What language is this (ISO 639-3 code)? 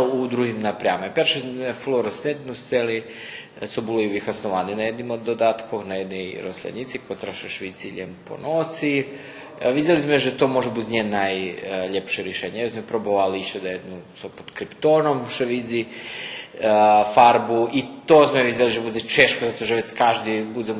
rue